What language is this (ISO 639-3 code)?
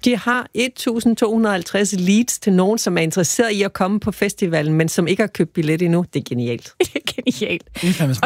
dan